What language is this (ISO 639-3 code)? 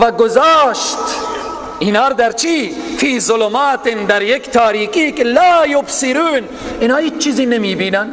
fas